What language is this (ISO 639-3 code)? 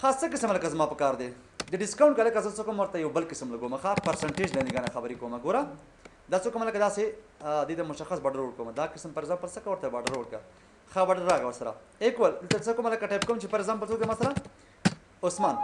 pus